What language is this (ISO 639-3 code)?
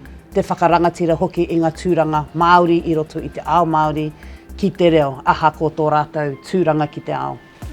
mri